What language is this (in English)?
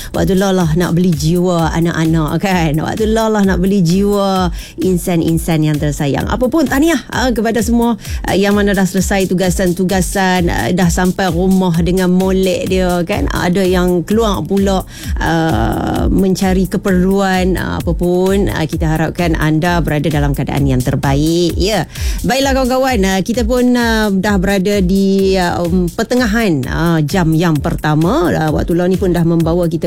Malay